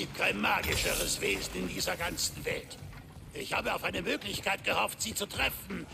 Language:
Bavarian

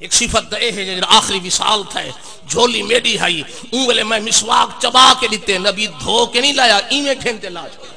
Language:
Saraiki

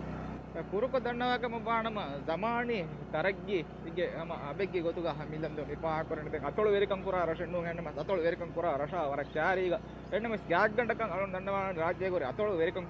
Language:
Divehi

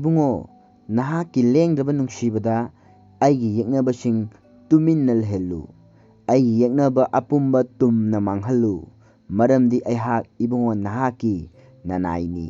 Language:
Manipuri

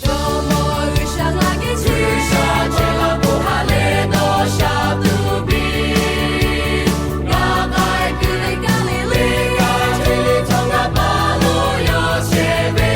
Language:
Lahu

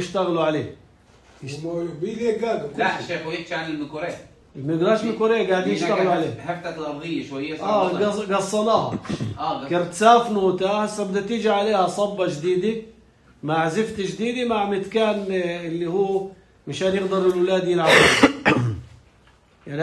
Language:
North Levantine Arabic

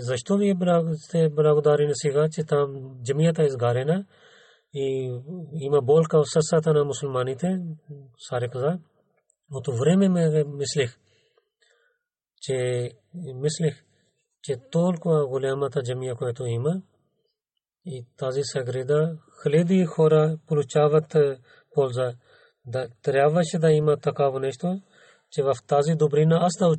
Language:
Bulgarian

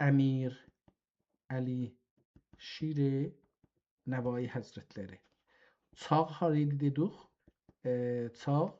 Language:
South Azerbaijani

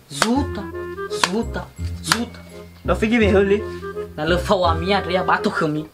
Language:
Nias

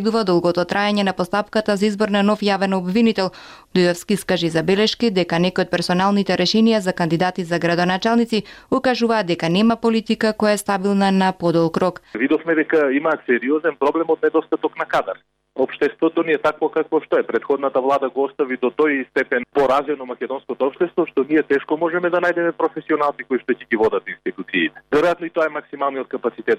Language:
Macedonian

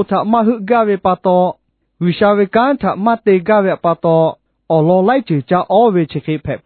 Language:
Lahu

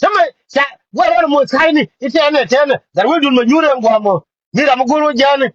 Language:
Nuer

